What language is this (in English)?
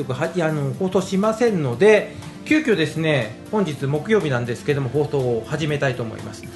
Japanese